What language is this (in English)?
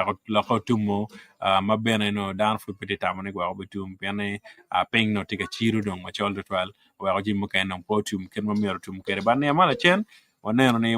Acoli